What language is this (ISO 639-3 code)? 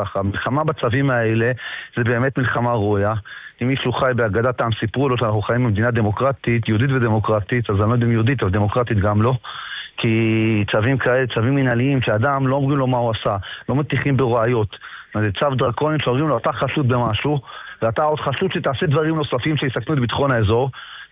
heb